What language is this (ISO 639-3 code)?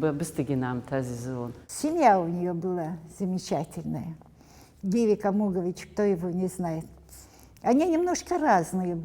abk